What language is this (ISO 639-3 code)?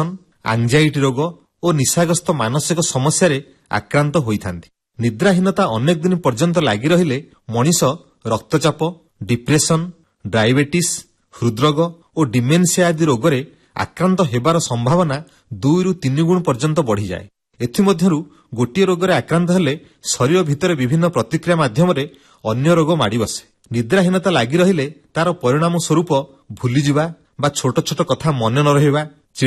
ori